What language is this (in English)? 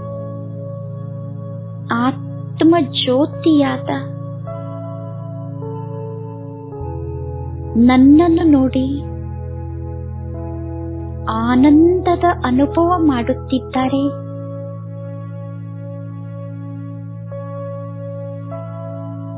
Kannada